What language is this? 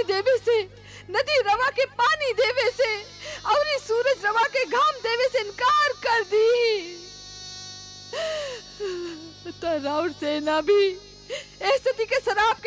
Bhojpuri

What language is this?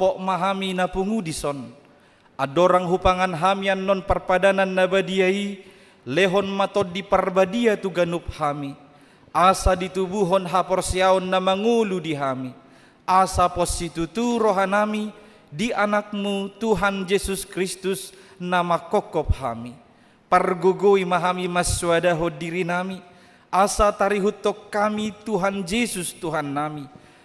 Batak Toba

